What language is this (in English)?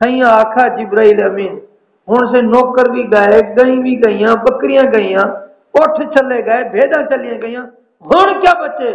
Saraiki